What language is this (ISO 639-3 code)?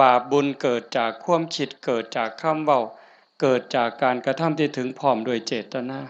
tts